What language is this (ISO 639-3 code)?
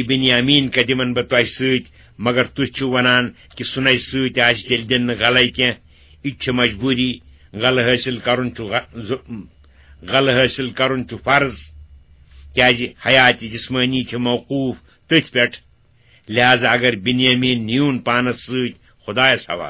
kas